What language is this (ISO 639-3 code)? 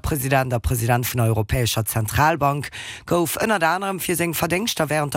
ltz